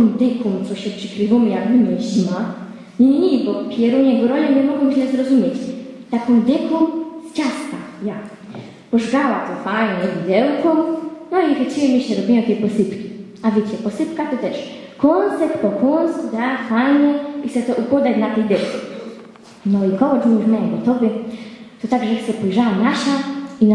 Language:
Silesian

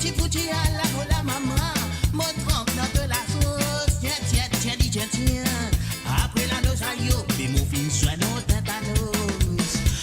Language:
Morisyen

